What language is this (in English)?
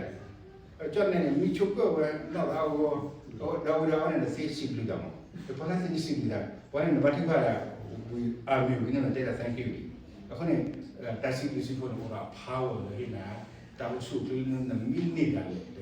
S'gaw Karen